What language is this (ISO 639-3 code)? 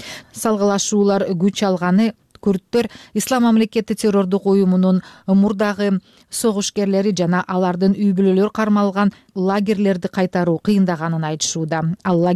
kir